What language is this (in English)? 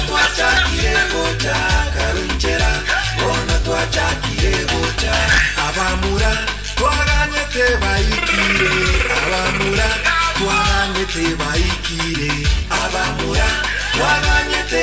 Gusii